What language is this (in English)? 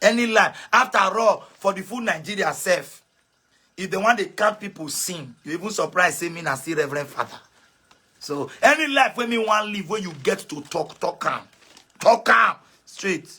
Nigerian Pidgin